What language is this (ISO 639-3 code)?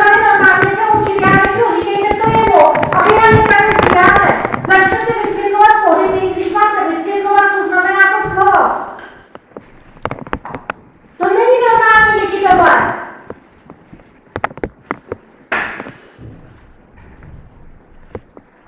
ces